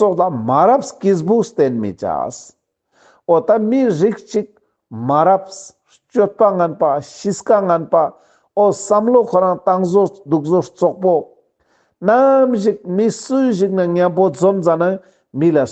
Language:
Ladakhi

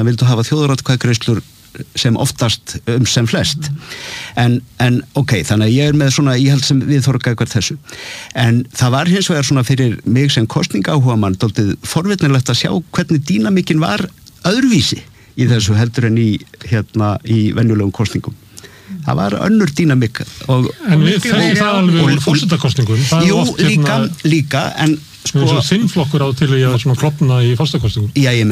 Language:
Icelandic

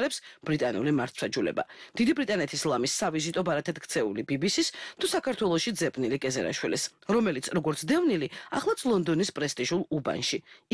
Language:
Georgian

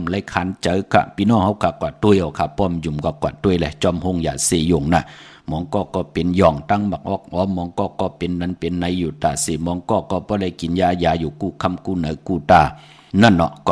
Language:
Shan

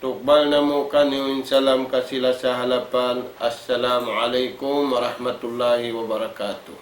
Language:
Tausug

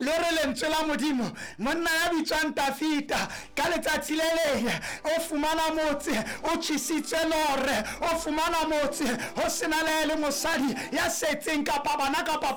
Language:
Southern Sotho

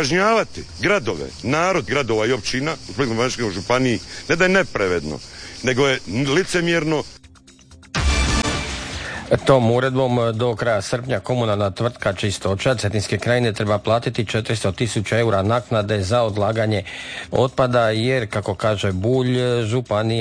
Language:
Croatian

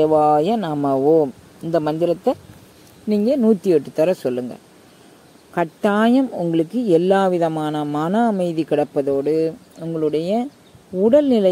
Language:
Tamil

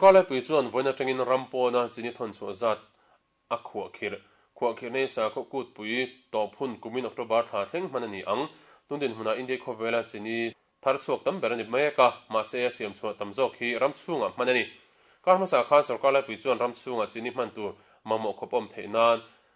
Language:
Mizo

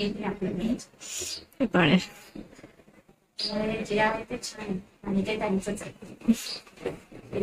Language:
Marathi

